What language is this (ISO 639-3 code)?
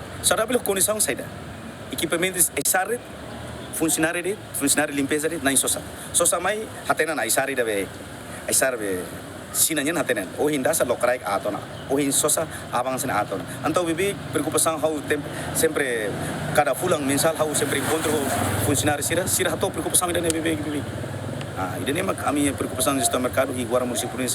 tet